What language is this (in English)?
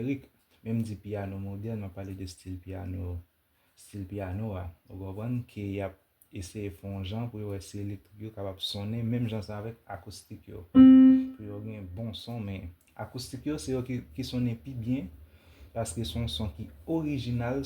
Haitian Creole